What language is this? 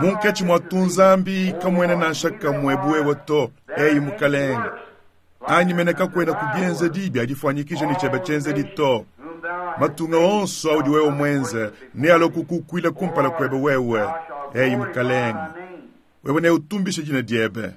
Luba-Lulua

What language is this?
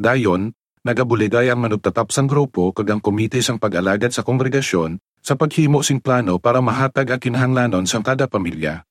Hiligaynon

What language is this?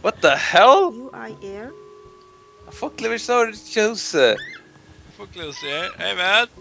Faroese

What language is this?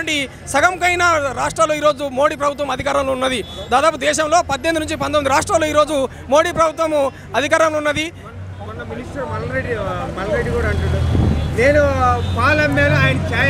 Telugu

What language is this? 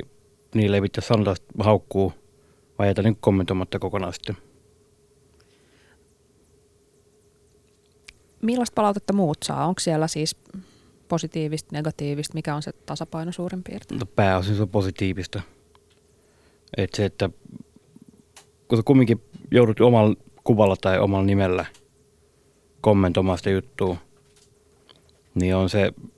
Finnish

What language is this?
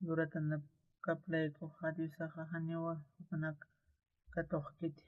Aymara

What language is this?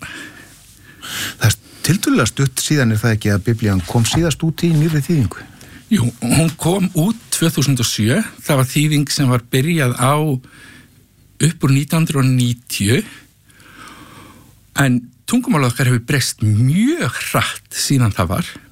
Icelandic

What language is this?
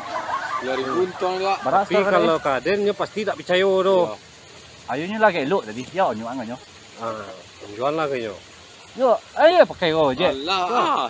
Minangkabau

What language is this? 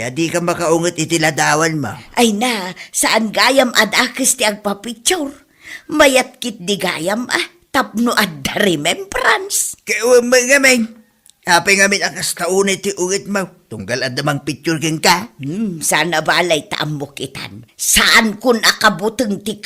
Iloko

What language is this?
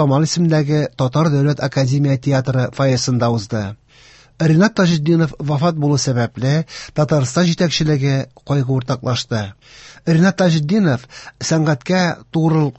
Tatar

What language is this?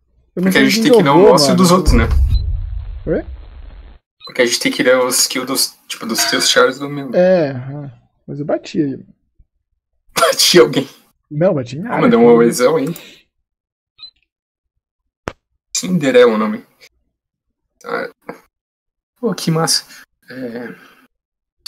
Portuguese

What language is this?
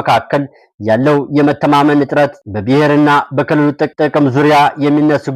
Amharic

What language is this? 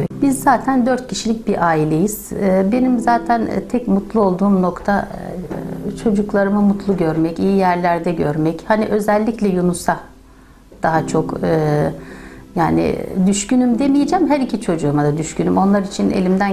Turkish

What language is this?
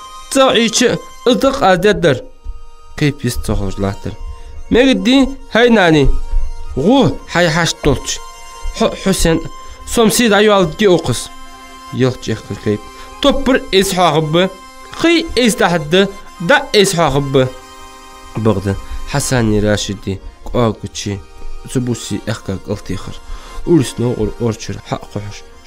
Ingush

